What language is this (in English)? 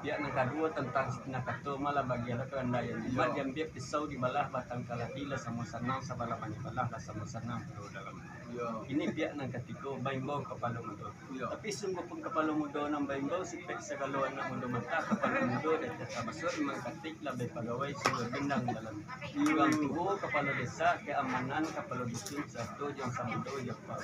Minangkabau